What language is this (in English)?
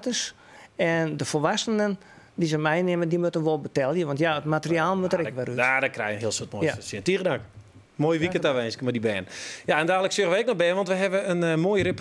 Western Frisian